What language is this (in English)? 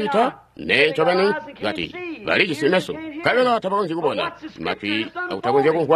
Tonga (Zambia)